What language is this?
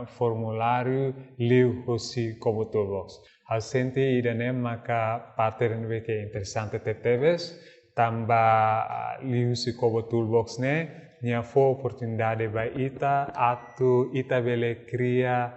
Tetum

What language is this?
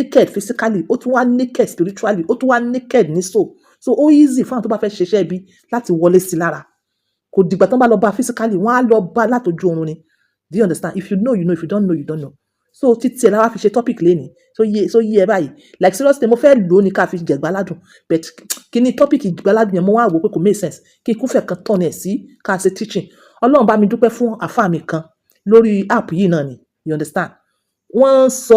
Yoruba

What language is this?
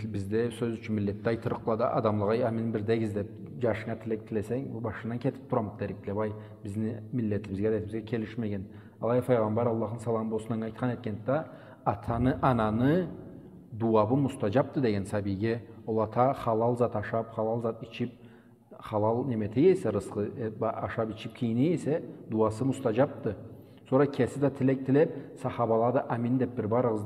Karachay-Balkar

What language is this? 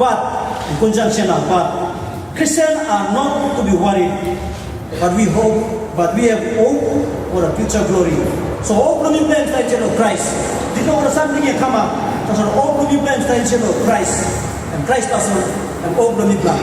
Tok Pisin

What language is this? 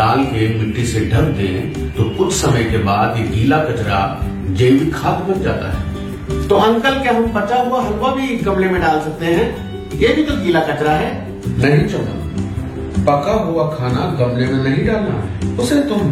Hindi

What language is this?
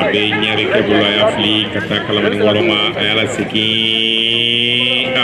Bambara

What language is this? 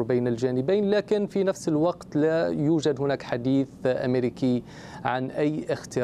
Arabic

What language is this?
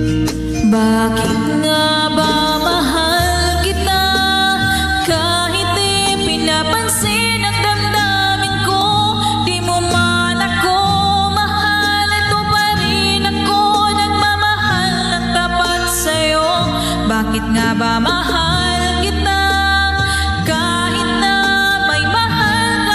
Filipino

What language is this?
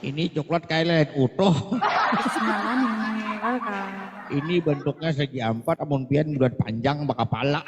Banjar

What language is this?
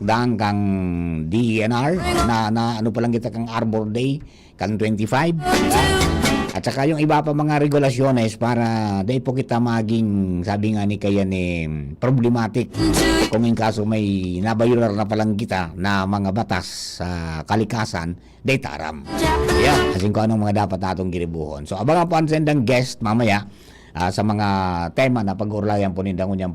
Bikol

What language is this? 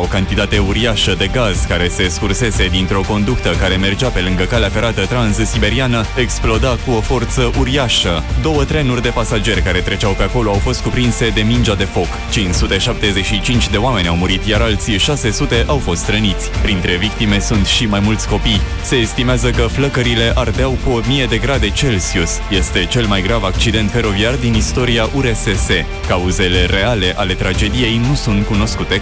Romanian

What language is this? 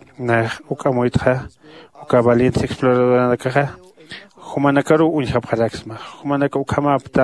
Aymara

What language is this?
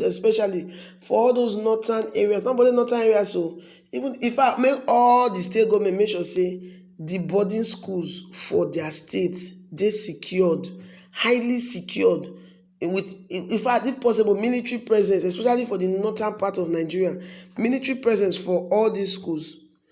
Nigerian Pidgin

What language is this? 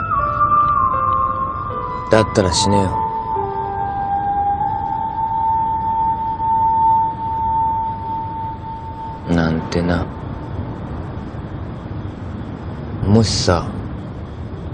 Japanese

